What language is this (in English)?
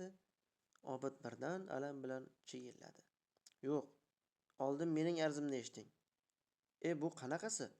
Uzbek